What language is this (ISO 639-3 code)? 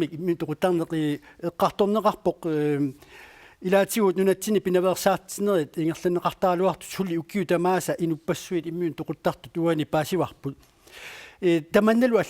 kal